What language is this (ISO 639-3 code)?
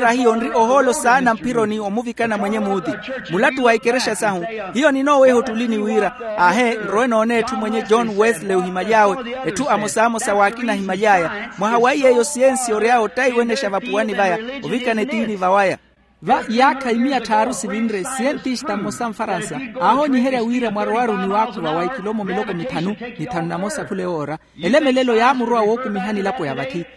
vmw